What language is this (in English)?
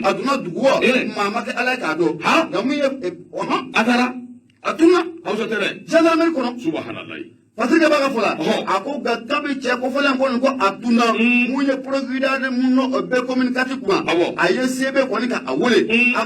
Bambara